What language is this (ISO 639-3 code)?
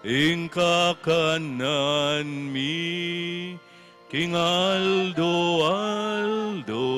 pam